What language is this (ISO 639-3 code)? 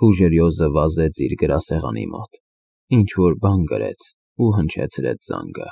hye